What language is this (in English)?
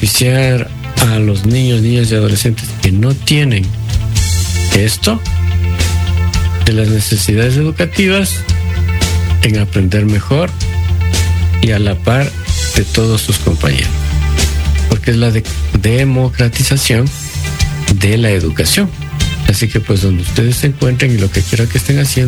Spanish